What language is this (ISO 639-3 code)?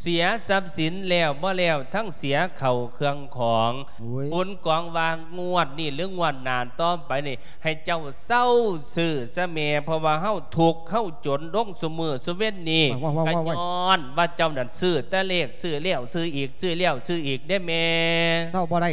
lao